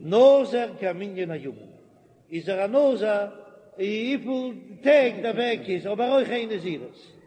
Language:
Yiddish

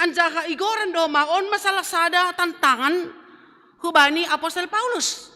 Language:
Batak Simalungun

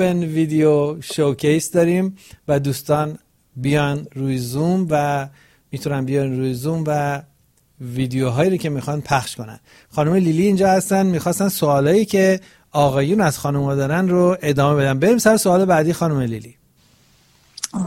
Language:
Persian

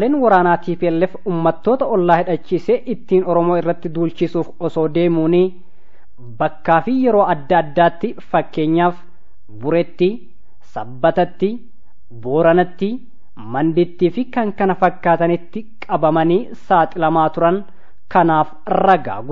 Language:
Oromo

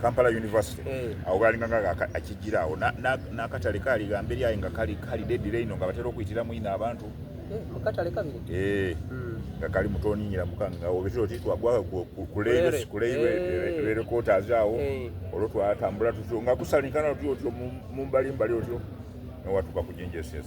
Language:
Soga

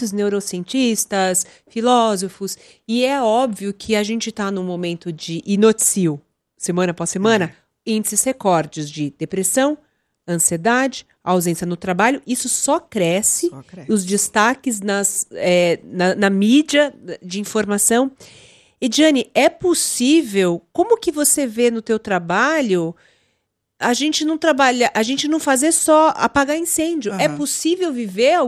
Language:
Portuguese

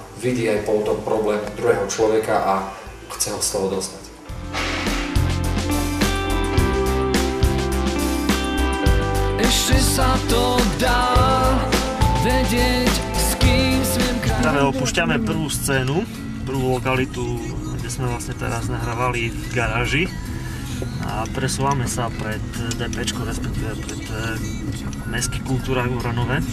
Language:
Slovak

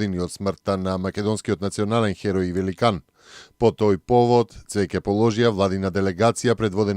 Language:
Macedonian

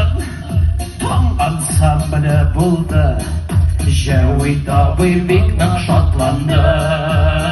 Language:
Tatar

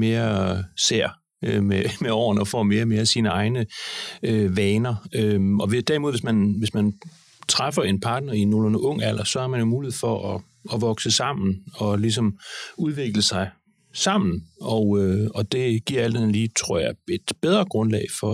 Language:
Danish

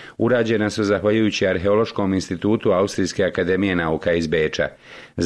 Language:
Bosnian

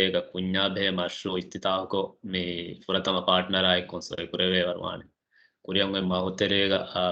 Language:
Divehi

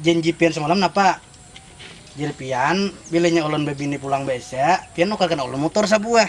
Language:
Banjar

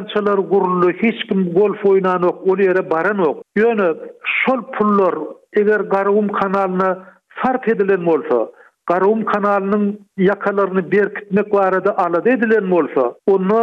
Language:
Turkmen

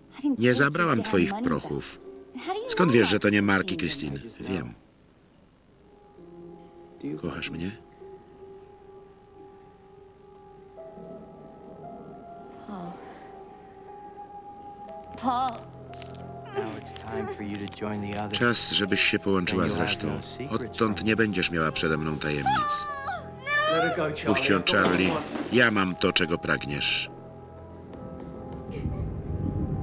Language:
Polish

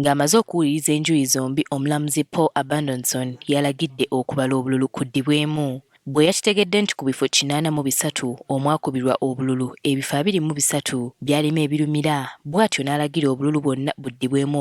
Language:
Ganda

